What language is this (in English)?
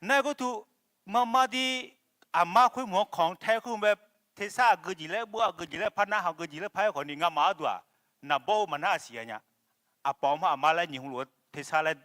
Akha